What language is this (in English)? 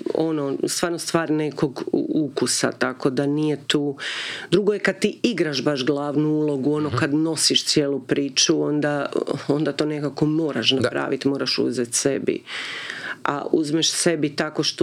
Croatian